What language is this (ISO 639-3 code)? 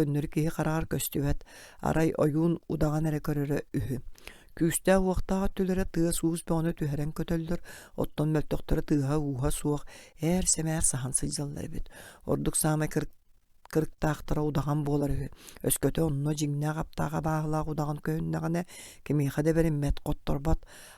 sah